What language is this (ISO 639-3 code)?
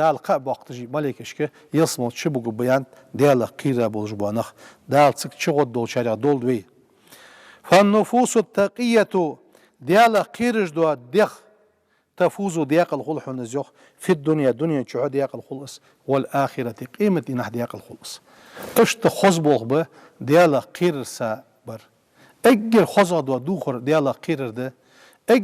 inh